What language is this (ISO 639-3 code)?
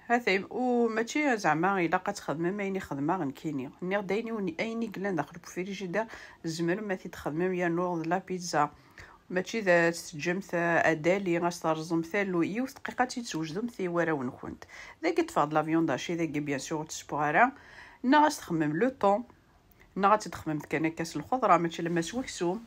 kab